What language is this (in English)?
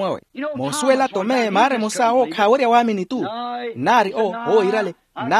Makhuwa